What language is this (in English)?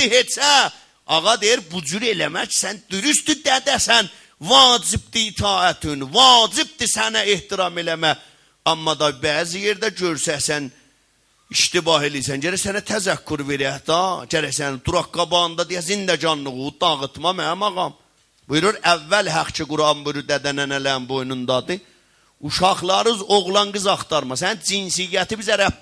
South Azerbaijani